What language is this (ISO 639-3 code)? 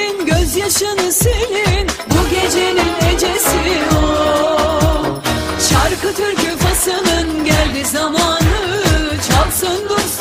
tur